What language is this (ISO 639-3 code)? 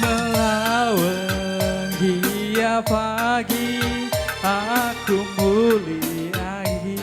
btx